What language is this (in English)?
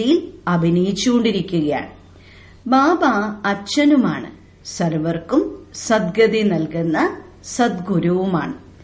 Malayalam